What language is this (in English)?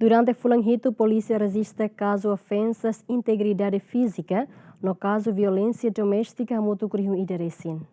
Tetum